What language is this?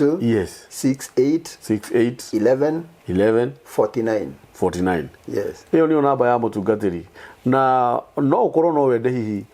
Kikuyu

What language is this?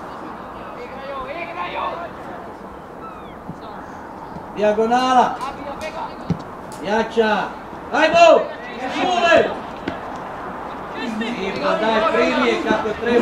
Croatian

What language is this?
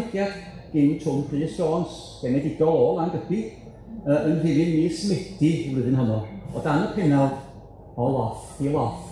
Welsh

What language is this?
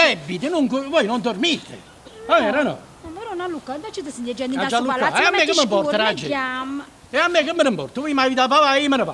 Neapolitan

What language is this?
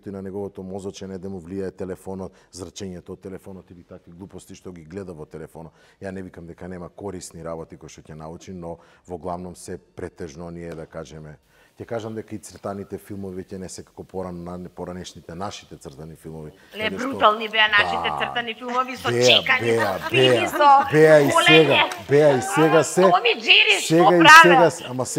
Macedonian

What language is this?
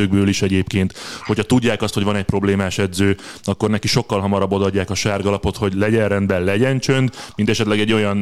Hungarian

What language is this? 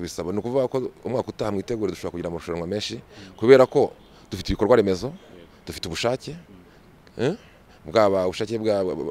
Kinyarwanda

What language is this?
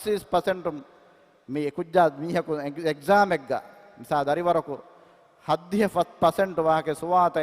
Divehi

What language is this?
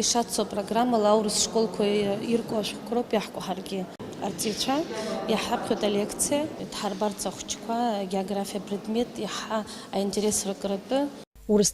Abkhazian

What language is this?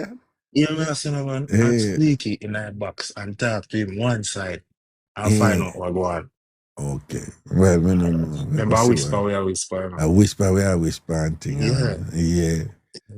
Jamaican Creole English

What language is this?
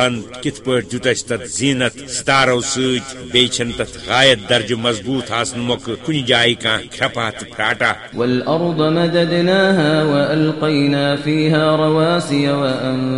Kashmiri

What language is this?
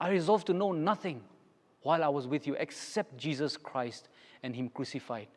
Angami Naga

